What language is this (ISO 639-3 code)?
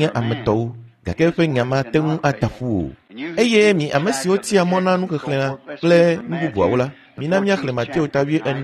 ewe